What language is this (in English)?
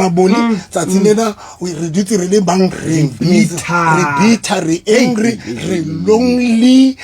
Southern Sotho